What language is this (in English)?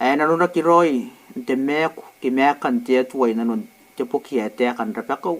Gilbertese